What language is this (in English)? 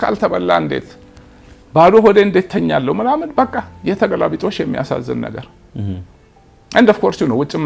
Amharic